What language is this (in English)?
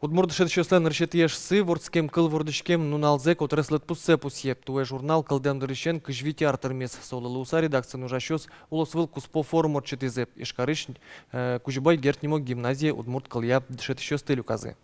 Udmurt